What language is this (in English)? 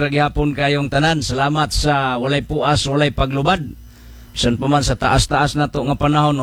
Cebuano